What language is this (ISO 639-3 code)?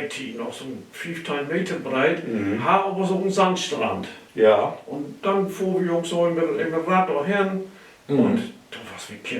nds